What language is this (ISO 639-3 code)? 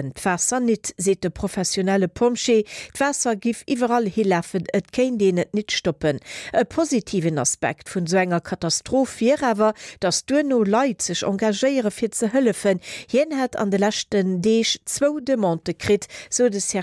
ltz